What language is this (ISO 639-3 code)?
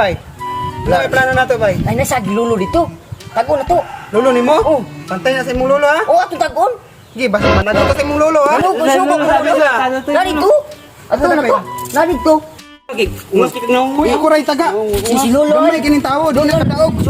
ceb